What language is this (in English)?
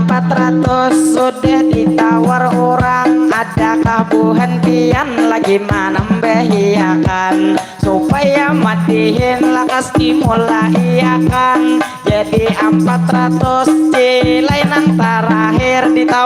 Banjar